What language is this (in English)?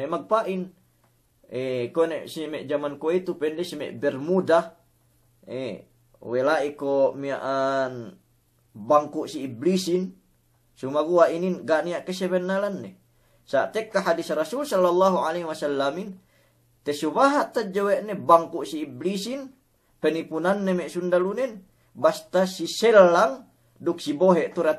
Yakan